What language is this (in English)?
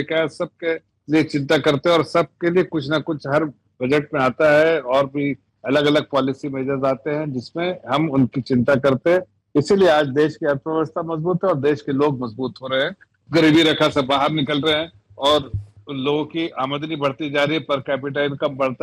Hindi